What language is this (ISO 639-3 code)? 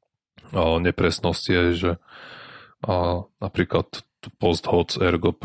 slk